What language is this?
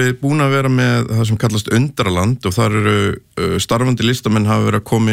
Icelandic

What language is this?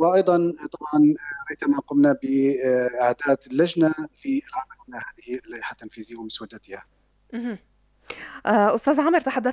North Levantine Arabic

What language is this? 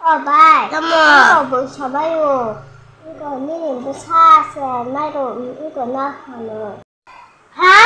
Kok Borok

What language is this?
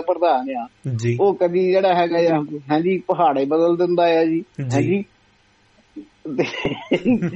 Punjabi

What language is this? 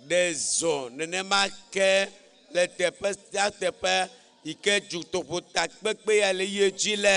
Ewe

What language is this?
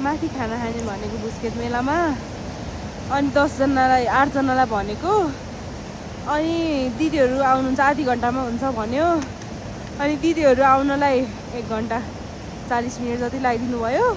Nepali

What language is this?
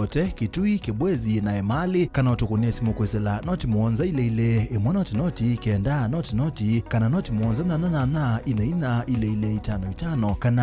Kamba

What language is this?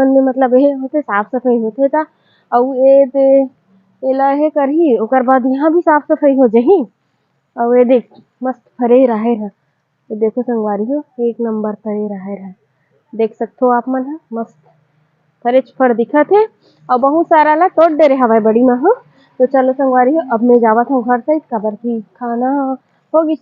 Chhattisgarhi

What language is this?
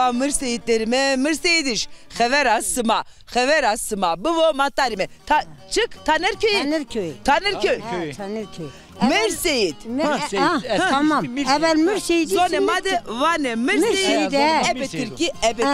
Zaza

